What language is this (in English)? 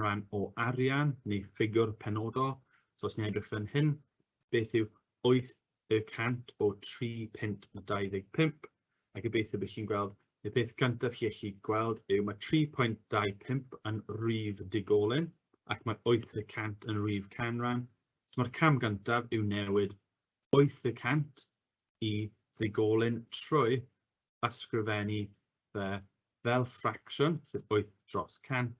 Welsh